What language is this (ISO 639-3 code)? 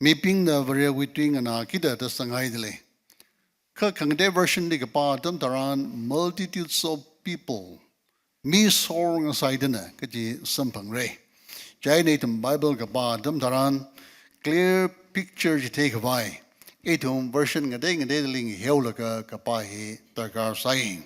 nmf